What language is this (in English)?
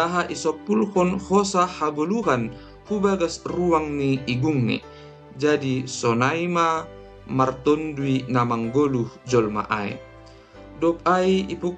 Batak Simalungun